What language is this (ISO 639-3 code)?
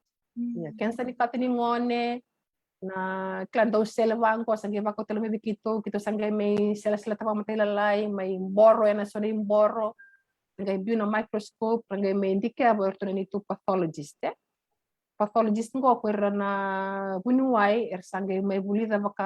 fij